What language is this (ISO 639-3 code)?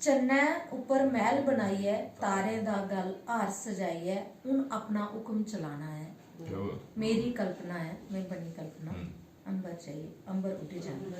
doi